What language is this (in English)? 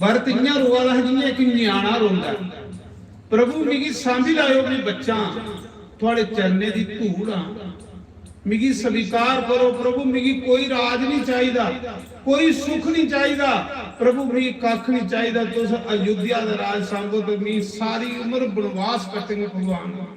Dogri